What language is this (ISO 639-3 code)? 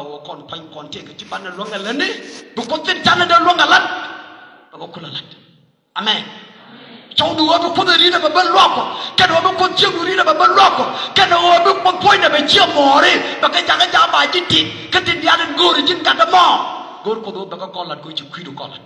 nus